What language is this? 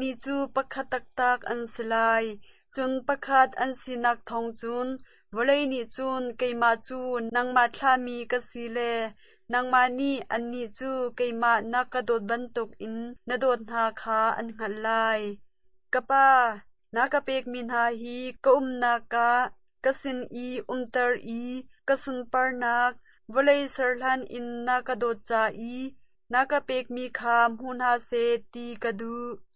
Hakha Chin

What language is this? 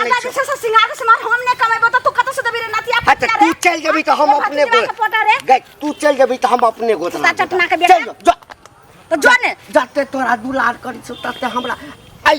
Maithili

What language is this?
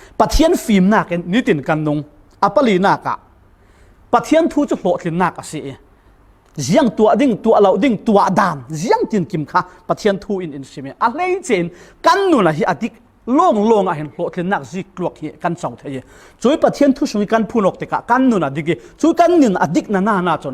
Falam Chin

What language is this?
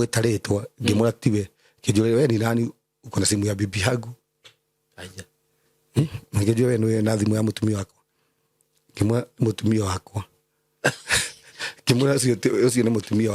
Kikuyu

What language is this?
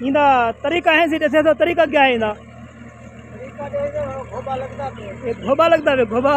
Saraiki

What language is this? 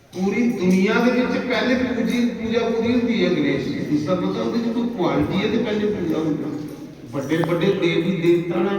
Dogri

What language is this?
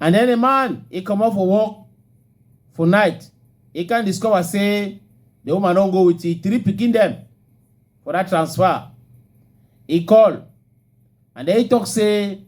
Cameroon Pidgin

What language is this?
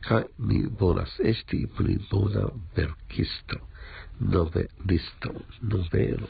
Esperanto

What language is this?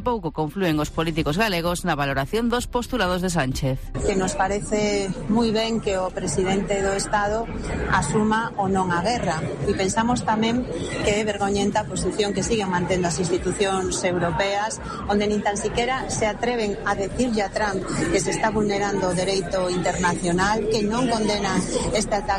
Galician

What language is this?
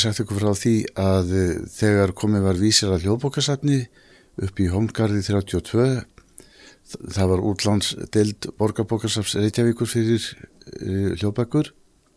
Icelandic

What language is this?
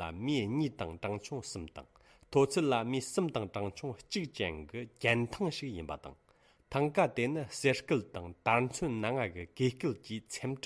Tibetan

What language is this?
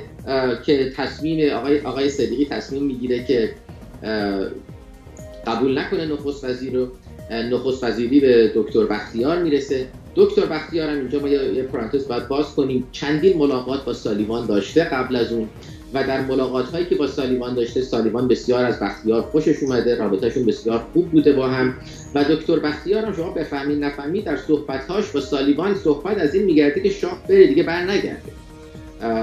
Persian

